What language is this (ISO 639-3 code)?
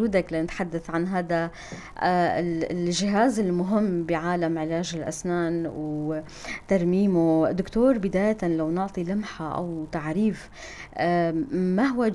apc